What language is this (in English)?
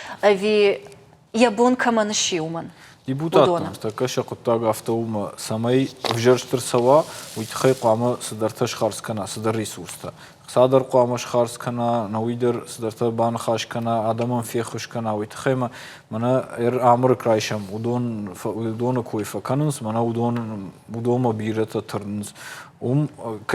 Ossetic